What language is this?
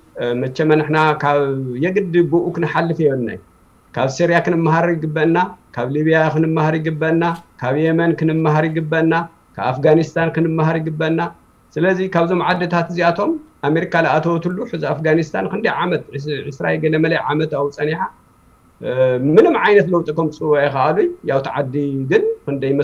Tigrinya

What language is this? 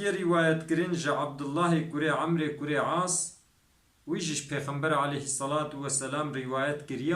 Kurdish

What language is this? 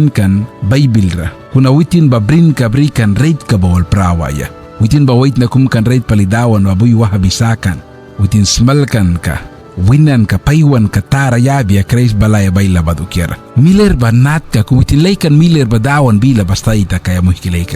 Mískito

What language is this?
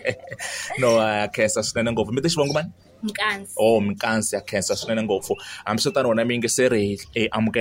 Tsonga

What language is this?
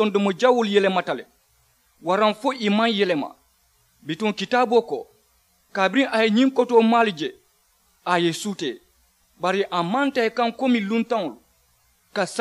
Mandingo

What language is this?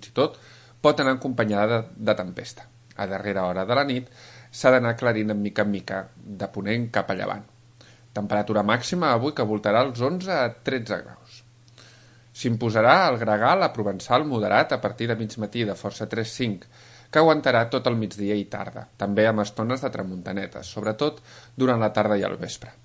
Catalan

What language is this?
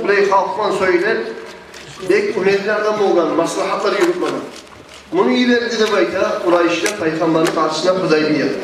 Kumyk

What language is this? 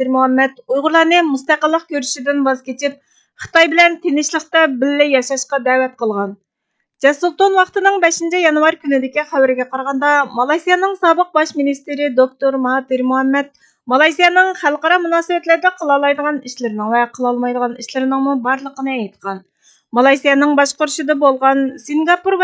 Uyghur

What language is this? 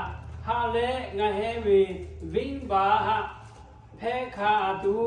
Lahu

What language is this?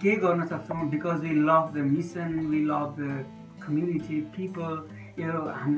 Nepali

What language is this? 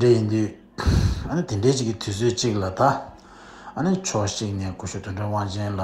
Tibetan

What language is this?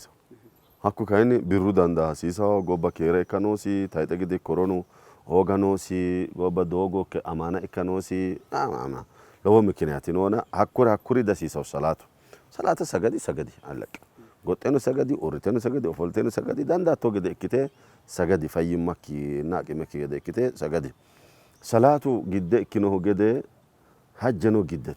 Sidamo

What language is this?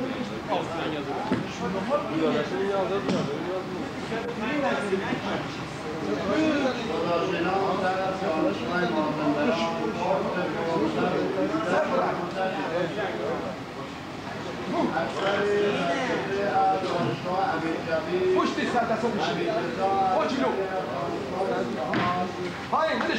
Persian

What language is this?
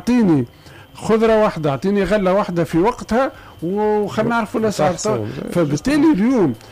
Tunisian Arabic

